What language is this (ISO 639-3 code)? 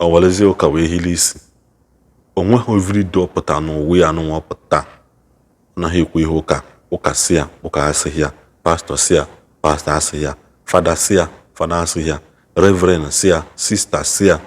ibo